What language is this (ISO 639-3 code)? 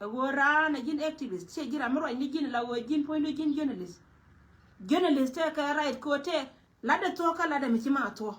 nus